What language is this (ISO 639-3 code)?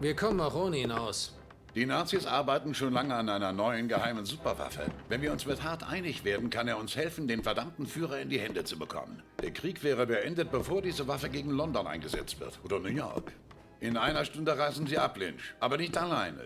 bar